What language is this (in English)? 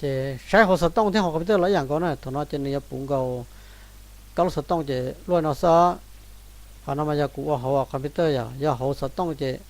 Hmong